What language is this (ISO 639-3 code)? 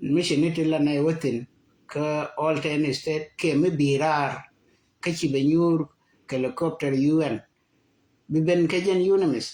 nus